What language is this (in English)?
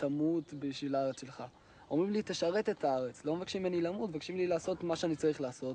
Hebrew